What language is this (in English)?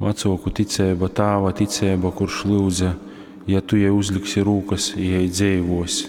Latgalian